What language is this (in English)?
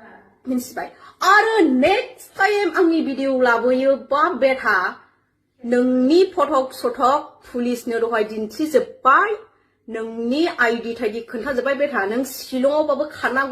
Bodo